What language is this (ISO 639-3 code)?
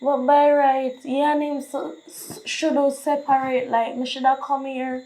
jam